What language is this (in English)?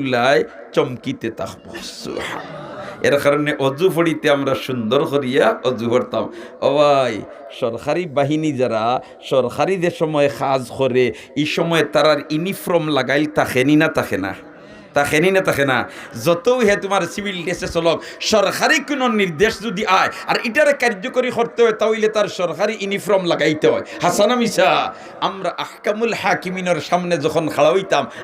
Sylheti